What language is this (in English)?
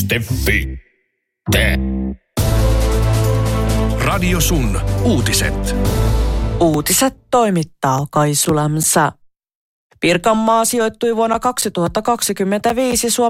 Finnish